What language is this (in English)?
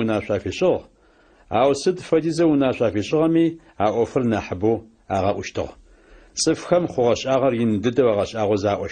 Adyghe